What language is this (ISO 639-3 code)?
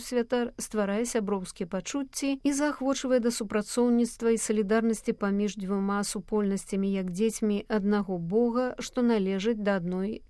bel